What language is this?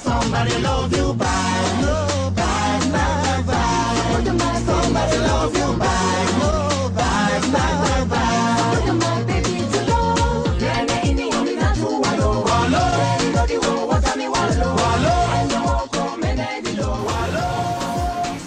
Pular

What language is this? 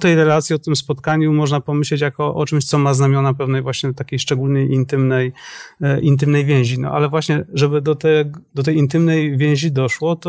Polish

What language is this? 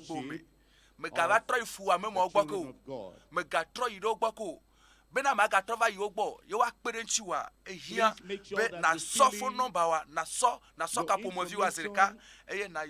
Ewe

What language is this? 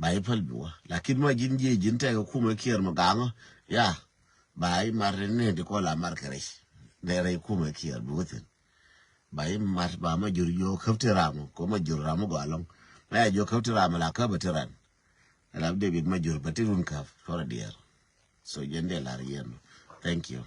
Nuer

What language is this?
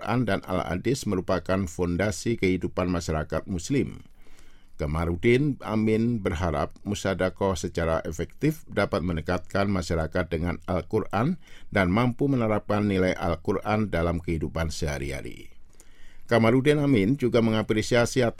Indonesian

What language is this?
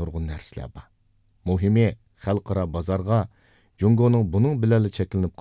Uyghur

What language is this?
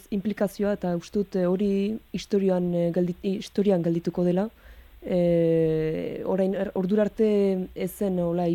Basque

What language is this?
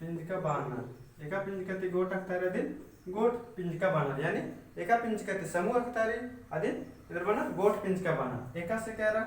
Kurukh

